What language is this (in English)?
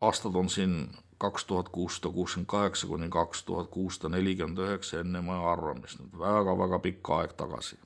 Estonian